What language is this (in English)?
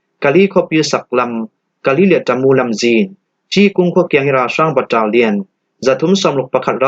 Falam Chin